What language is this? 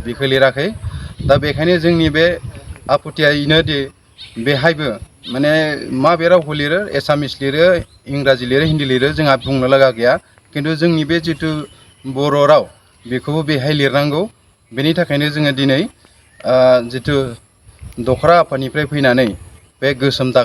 Bodo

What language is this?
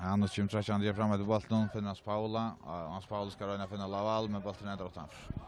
Faroese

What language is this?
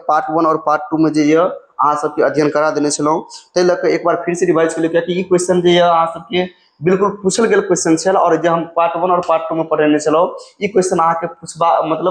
Maithili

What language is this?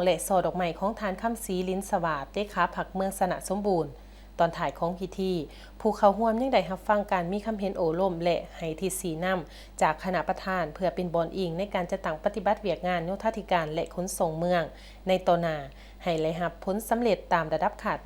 Lao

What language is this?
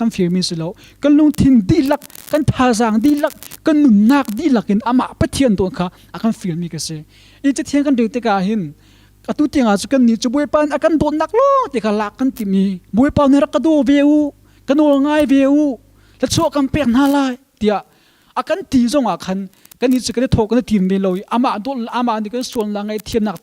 Hakha Chin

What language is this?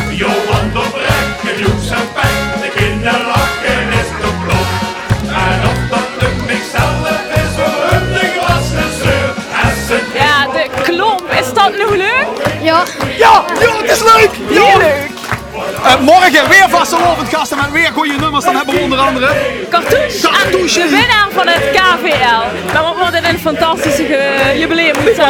Limburgish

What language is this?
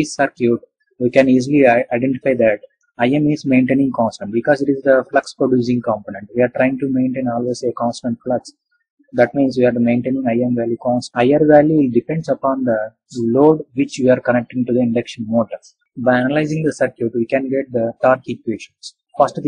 English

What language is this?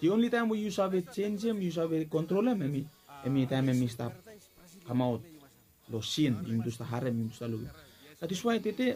Bislama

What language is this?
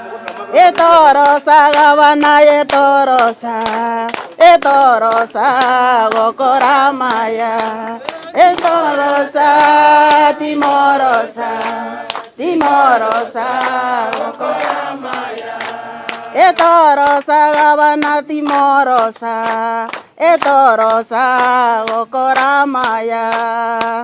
Gusii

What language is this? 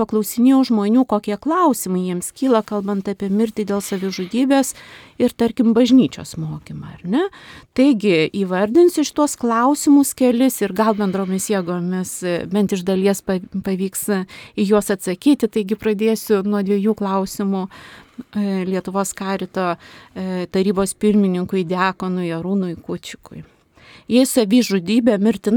Lithuanian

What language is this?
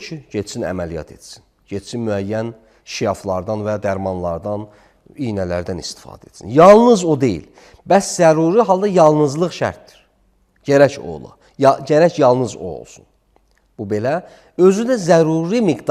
Azerbaijani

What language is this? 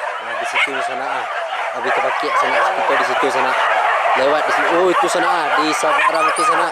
Minangkabau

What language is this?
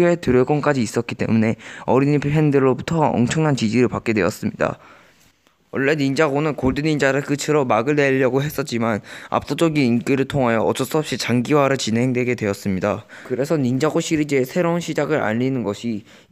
Korean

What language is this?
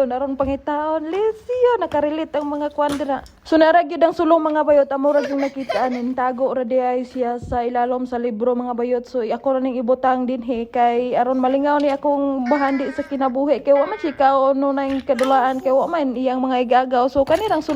Cebuano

